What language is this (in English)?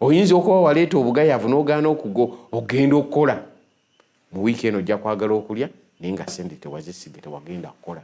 Ganda